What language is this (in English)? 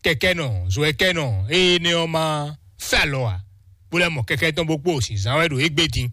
Fon